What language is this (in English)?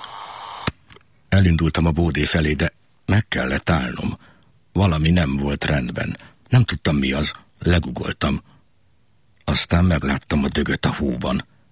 Hungarian